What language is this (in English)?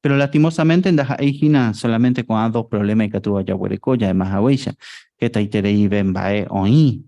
Guarani